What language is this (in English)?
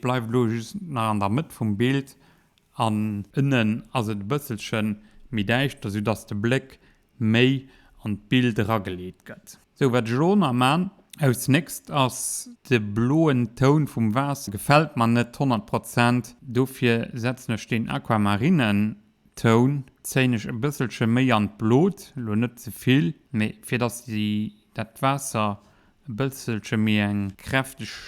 Luxembourgish